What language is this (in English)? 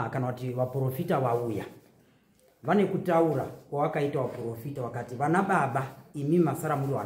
Shona